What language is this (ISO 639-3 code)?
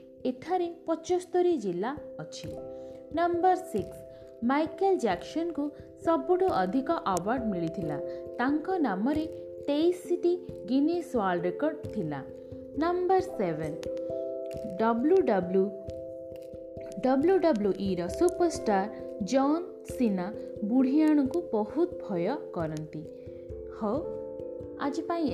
ori